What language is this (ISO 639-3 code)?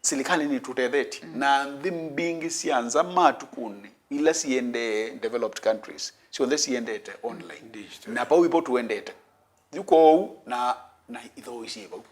kam